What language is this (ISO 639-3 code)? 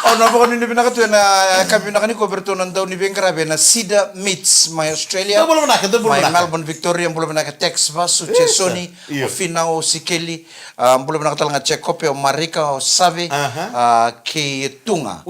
fij